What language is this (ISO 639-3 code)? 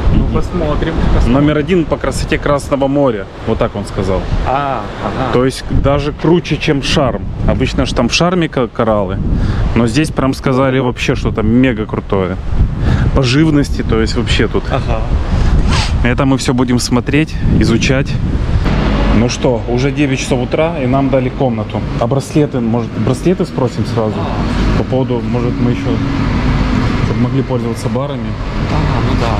rus